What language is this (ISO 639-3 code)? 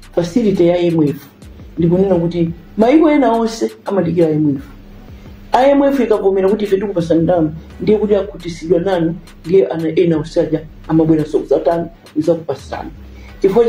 nya